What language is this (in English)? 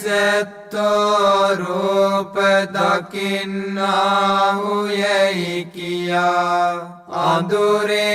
Sinhala